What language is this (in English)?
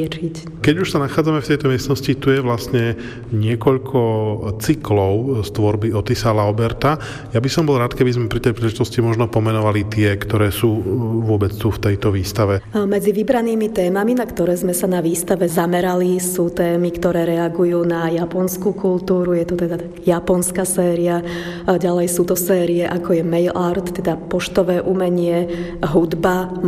Slovak